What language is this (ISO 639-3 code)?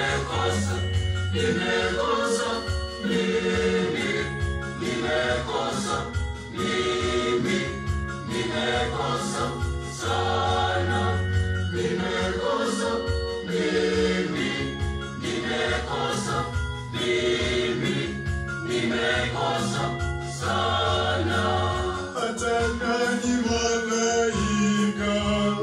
swa